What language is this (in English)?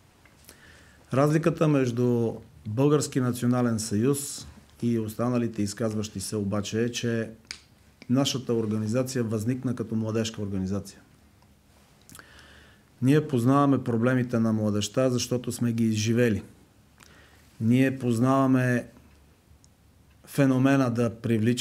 Bulgarian